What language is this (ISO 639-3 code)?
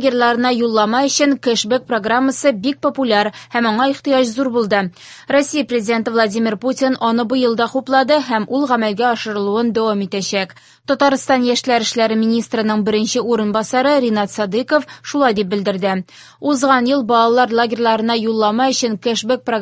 tat